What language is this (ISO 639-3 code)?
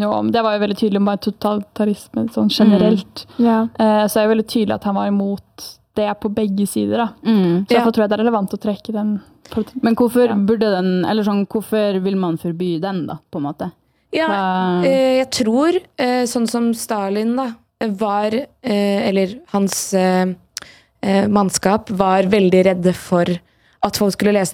nor